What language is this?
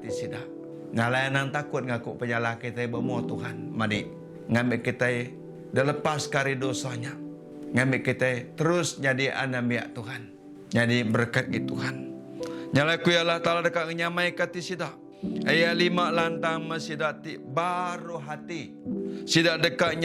Iban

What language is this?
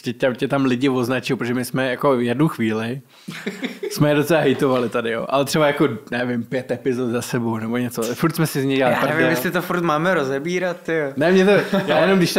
Czech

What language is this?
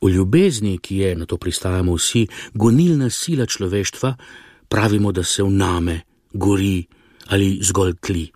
Slovenian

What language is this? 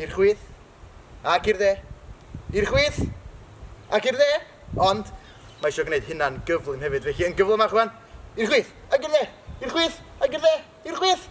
Welsh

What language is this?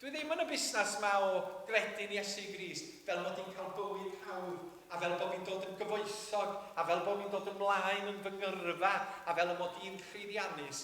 Welsh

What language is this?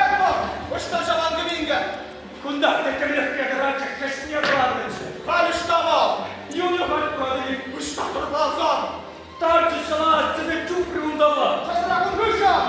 Chuvash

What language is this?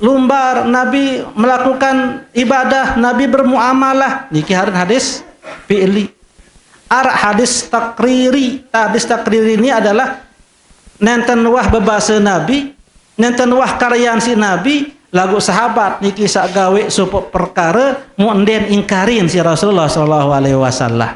Sasak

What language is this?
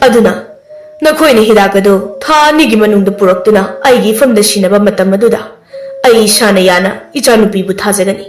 Manipuri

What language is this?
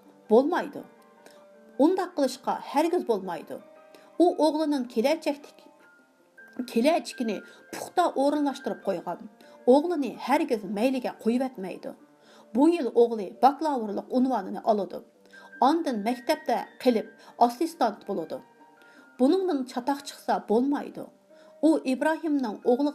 Uyghur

